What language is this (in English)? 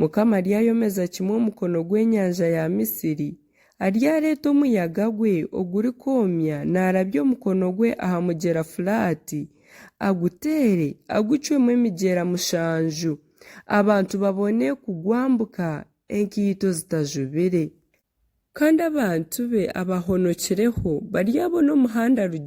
Nyankole